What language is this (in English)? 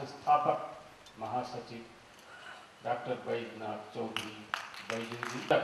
Maithili